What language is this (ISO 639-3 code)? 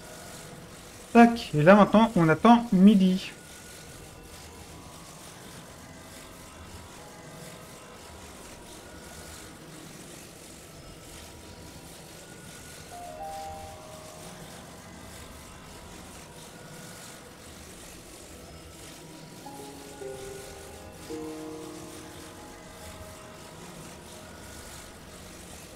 fra